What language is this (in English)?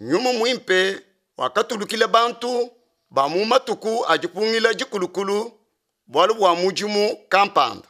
Luba-Lulua